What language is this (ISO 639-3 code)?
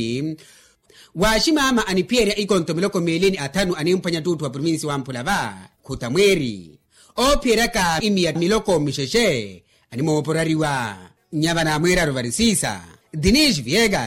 vmw